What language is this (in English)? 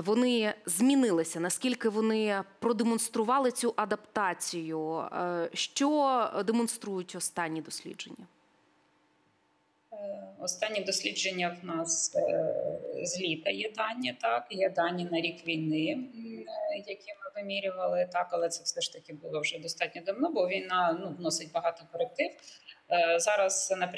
Ukrainian